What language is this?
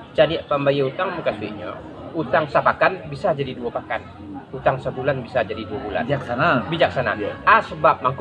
Minangkabau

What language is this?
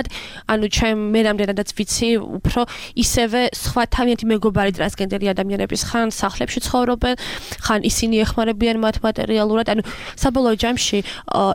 Georgian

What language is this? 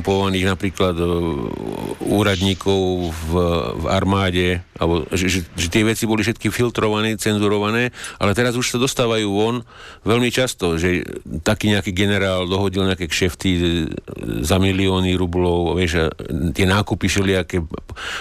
Slovak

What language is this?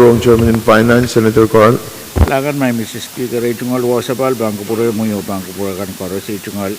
Pohnpeian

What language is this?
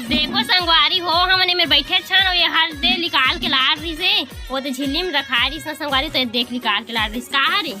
Chhattisgarhi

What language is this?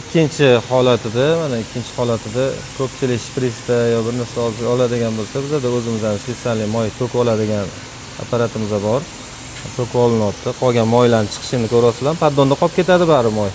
Uzbek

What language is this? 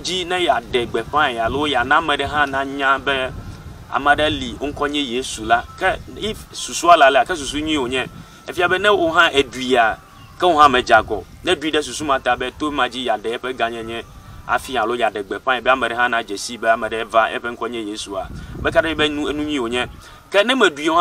Ewe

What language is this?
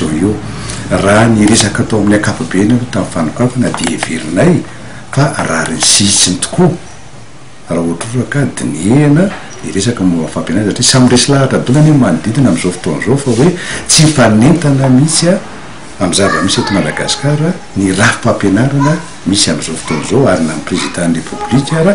Malagasy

